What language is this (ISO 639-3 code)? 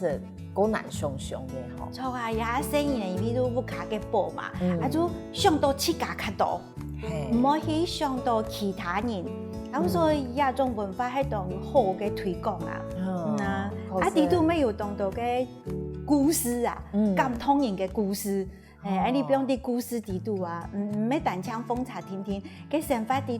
hak